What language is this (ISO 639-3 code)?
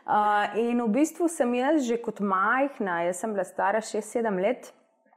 slv